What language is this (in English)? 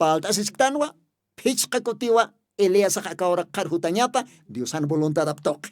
Aymara